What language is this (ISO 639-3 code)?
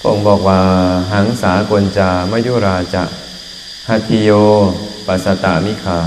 lao